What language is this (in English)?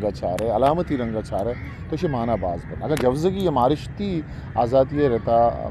Baluchi